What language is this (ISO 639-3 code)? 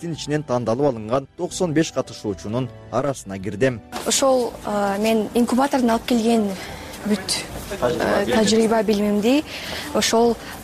kir